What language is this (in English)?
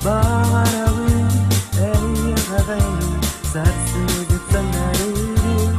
Yakut